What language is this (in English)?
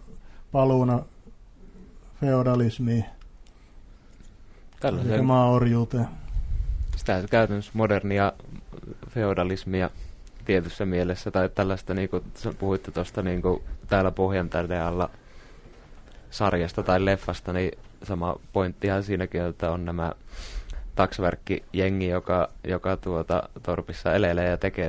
Finnish